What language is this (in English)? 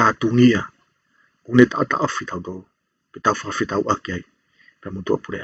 Tongan